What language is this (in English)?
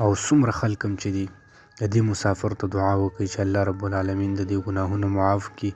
Pashto